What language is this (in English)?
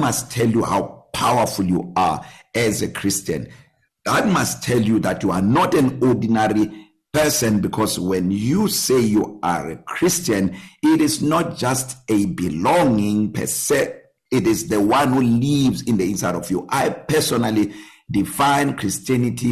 English